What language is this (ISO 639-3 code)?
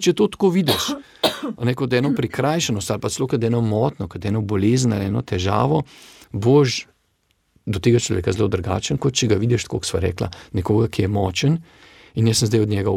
slv